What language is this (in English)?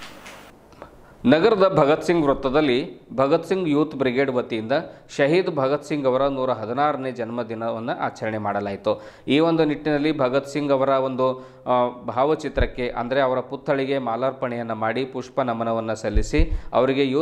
Kannada